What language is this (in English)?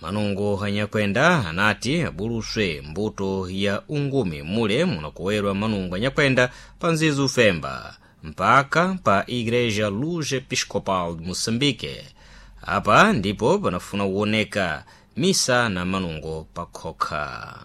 Sena